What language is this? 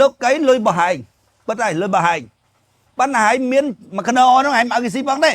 Khmer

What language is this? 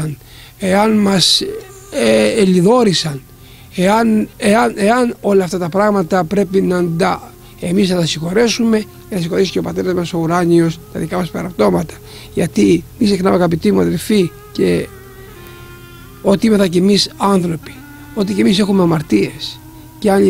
Greek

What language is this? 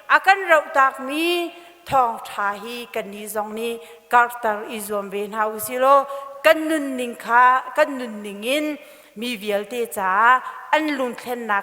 Hakha Chin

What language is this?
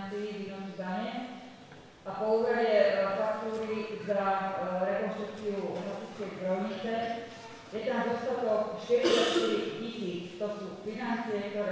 Slovak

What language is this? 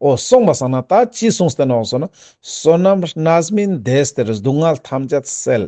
Ladakhi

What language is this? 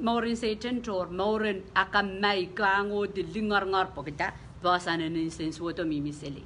Pohnpeian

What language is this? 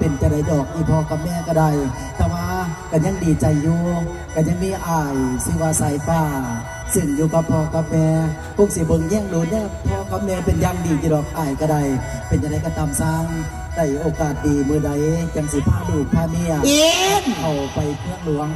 Northeastern Thai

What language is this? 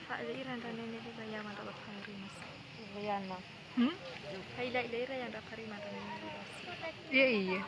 Nias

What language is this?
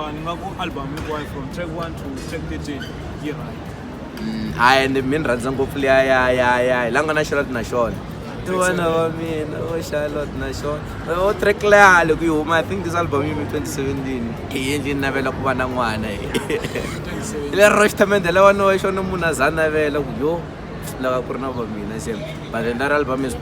Tsonga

